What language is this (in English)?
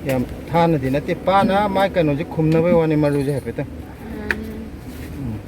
Manipuri